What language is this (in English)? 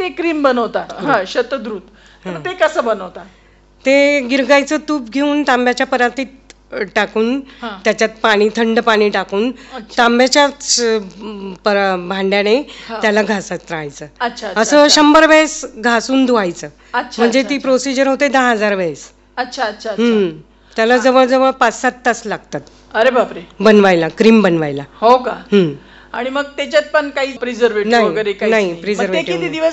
Marathi